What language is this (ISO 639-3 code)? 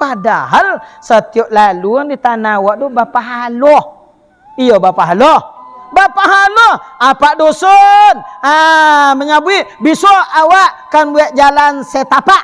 min